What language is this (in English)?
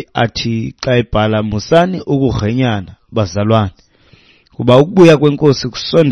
Xhosa